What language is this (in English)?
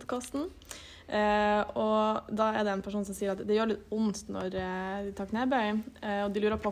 Norwegian